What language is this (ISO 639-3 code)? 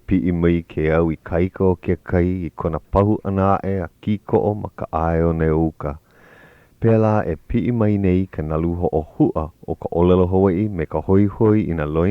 haw